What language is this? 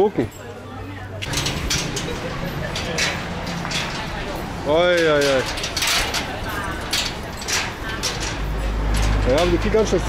German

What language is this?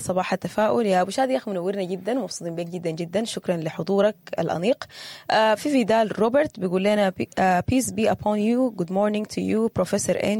Sudanese Arabic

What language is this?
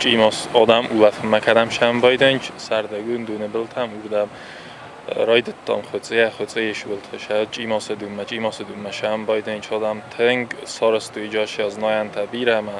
Ossetic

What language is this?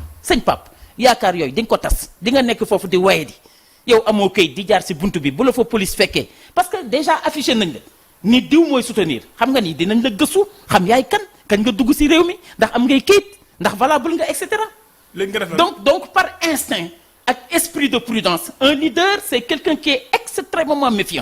Wolof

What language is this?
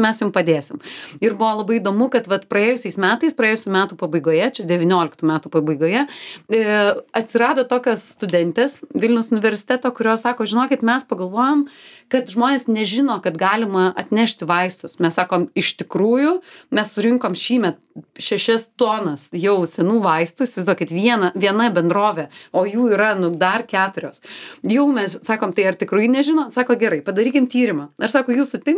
Lithuanian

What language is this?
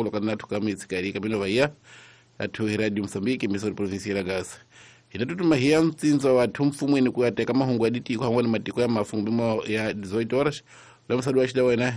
Tsonga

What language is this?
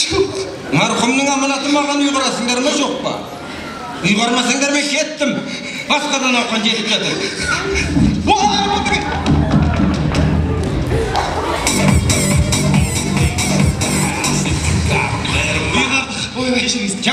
Kazakh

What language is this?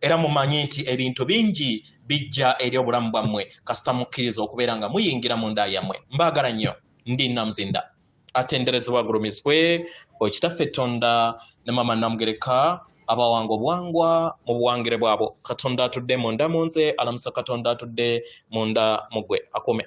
Ganda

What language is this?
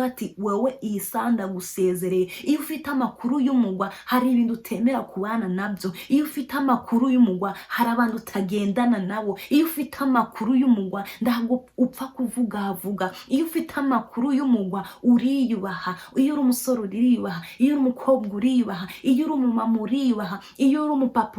Kinyarwanda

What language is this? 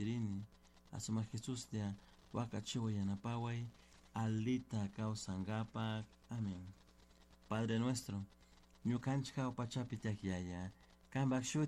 Chimborazo Highland Quichua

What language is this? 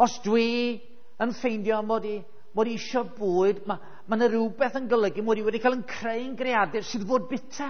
Welsh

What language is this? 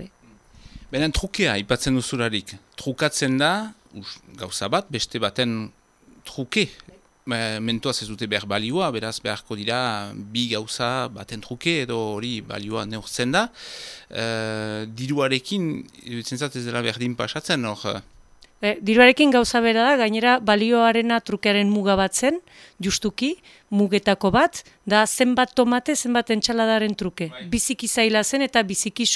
Basque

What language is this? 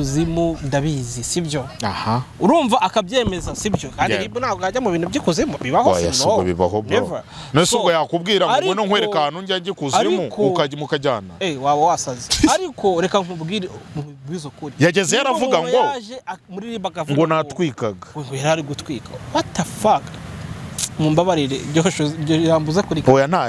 Kinyarwanda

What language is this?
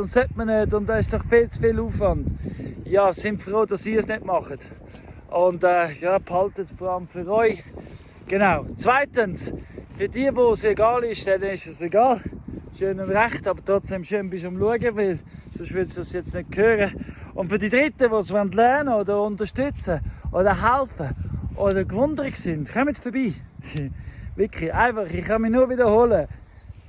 Swiss German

